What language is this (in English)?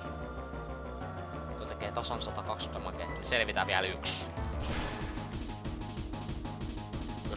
Finnish